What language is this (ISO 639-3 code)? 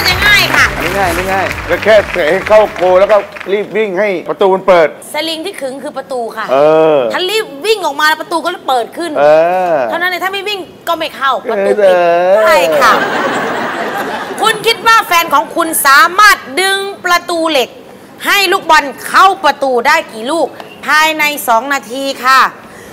tha